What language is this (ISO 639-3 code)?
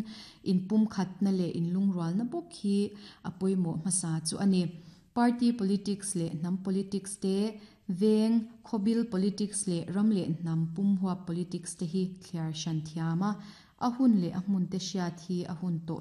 lus